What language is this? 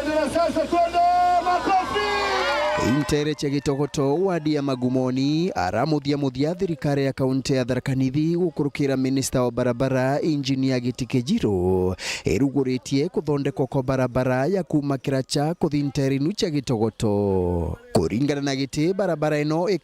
Meru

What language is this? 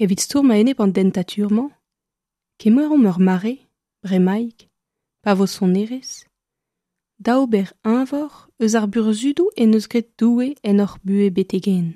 Breton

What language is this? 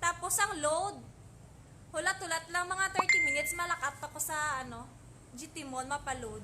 Hiligaynon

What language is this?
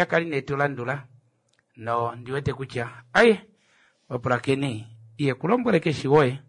Kuanyama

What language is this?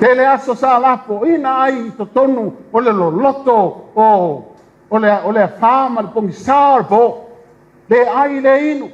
Samoan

